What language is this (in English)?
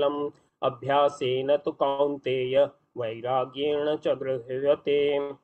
Sanskrit